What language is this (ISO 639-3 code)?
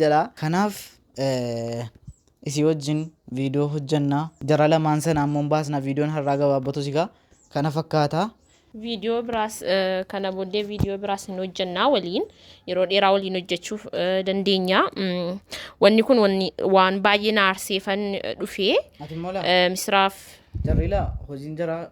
orm